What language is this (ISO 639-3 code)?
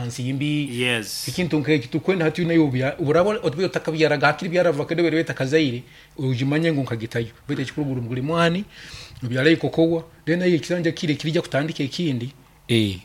nyo